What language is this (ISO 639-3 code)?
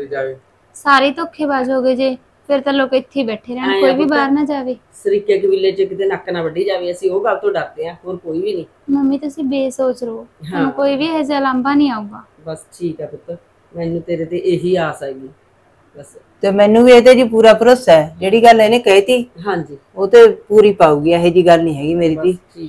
pan